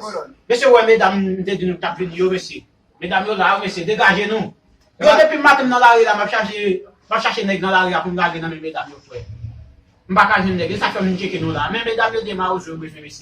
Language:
Haitian Creole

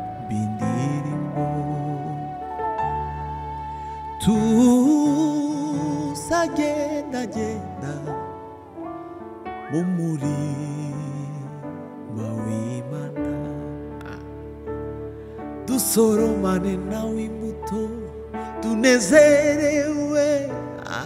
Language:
Kinyarwanda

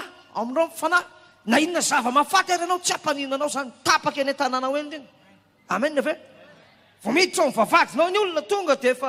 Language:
Malagasy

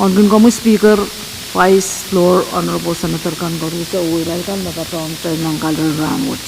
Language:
Pohnpeian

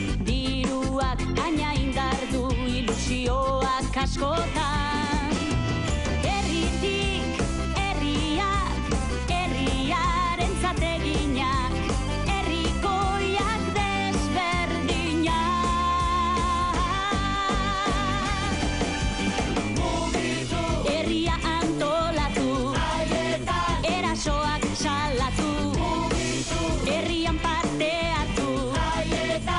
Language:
Basque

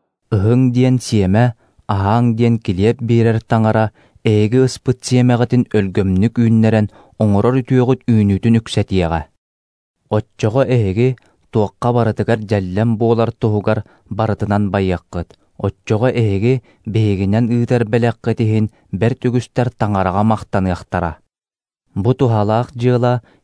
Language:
Yakut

